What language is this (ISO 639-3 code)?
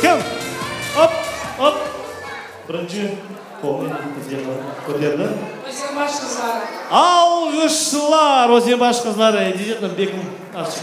crh